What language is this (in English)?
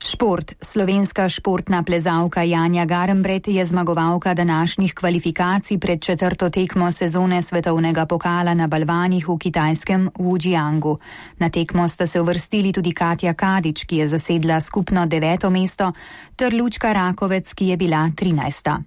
Slovenian